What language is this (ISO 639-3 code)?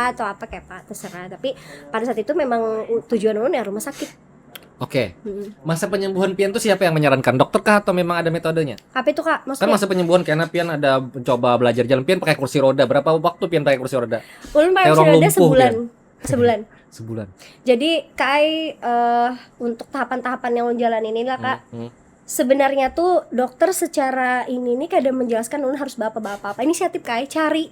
bjn